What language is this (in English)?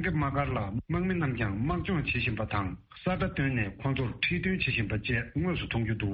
Tibetan